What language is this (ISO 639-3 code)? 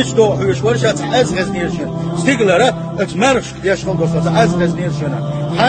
che